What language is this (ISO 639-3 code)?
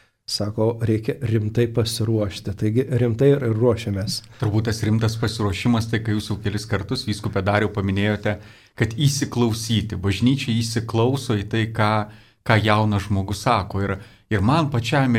lit